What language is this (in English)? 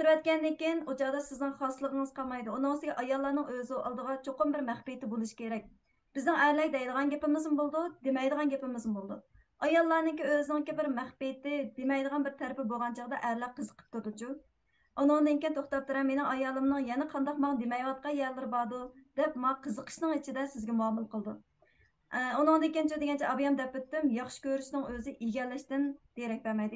Uyghur